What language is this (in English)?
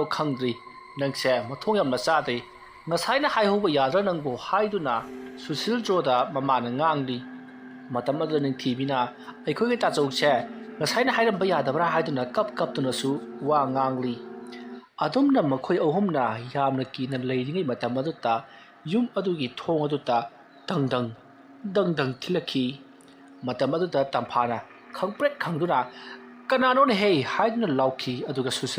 Manipuri